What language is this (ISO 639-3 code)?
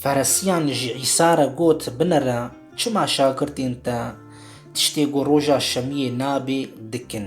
kur